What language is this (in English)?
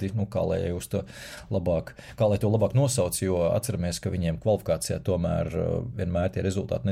Latvian